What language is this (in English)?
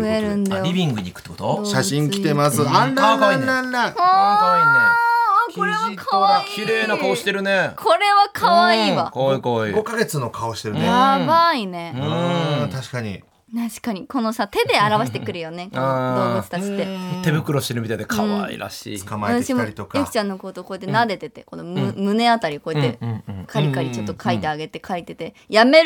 Japanese